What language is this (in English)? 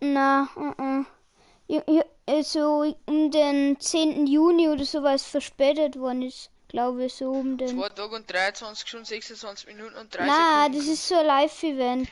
Bavarian